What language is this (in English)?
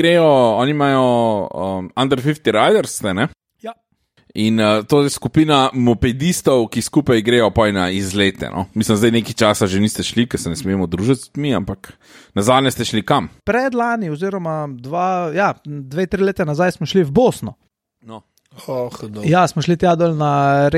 Slovenian